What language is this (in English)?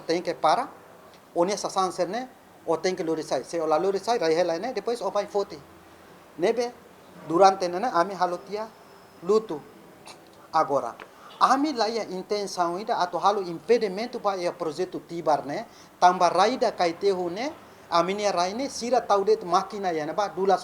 Tetum